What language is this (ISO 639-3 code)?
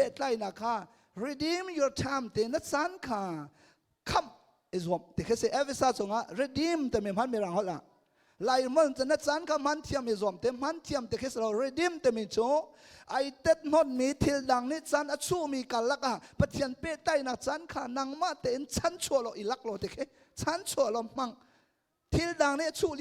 cnh